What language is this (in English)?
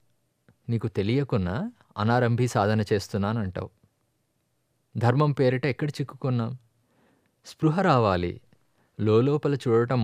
Telugu